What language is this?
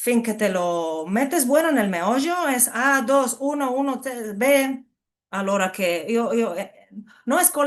Ladino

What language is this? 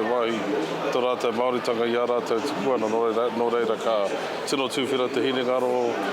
Māori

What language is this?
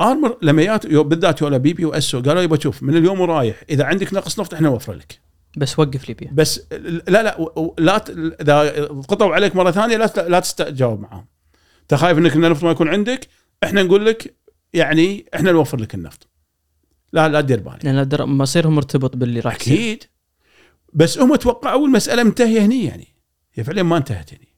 Gulf Arabic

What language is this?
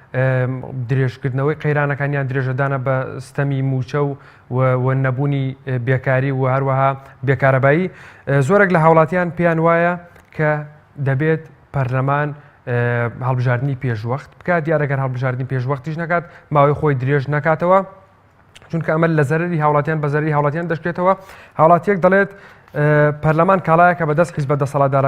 Central Kurdish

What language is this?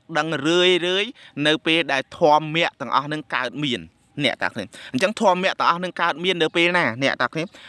Khmer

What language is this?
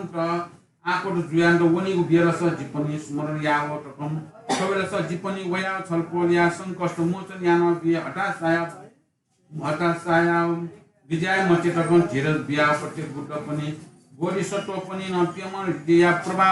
Newari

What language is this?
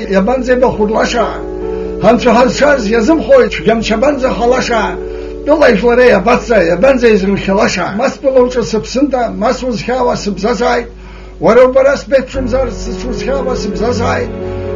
Abkhazian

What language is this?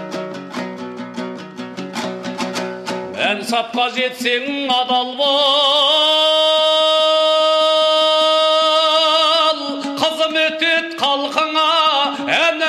Kazakh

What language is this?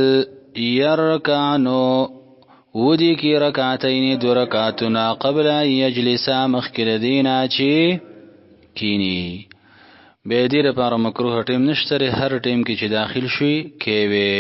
Pashto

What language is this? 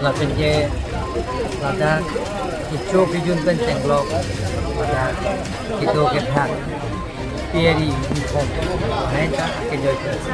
Karbi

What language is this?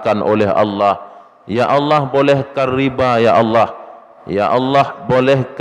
Achinese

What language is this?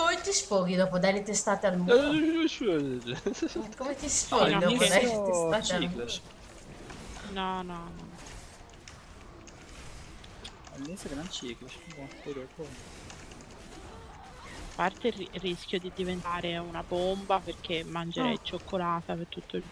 Italian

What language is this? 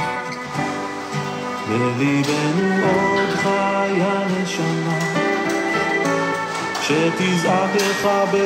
Hebrew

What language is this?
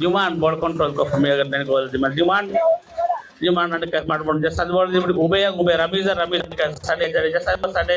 Divehi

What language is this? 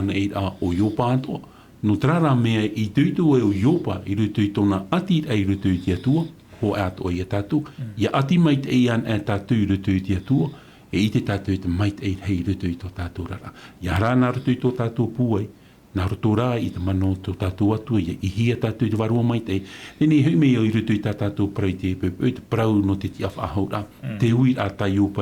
Tahitian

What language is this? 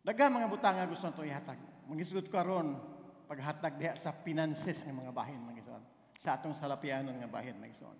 Cebuano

